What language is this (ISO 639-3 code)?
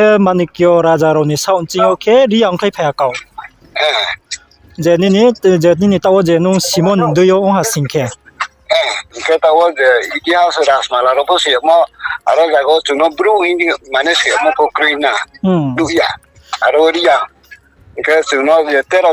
ria